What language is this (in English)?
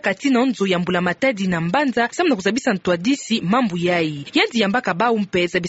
Kituba (Democratic Republic of Congo)